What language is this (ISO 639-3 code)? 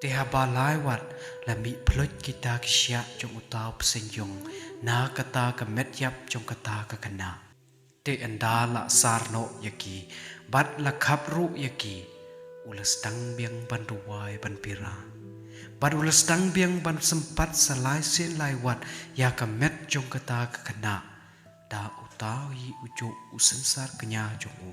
kha